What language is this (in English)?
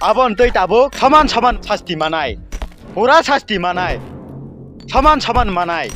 Kok Borok